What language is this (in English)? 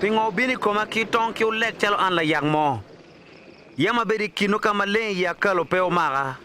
Acoli